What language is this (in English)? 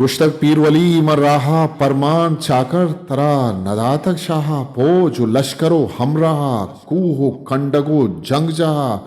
Eastern Balochi